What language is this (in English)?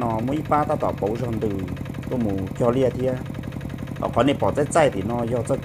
Hmong